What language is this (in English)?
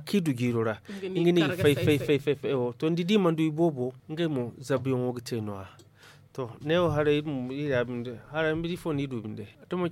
Zarma